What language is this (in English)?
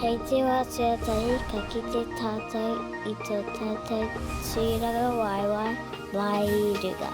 Māori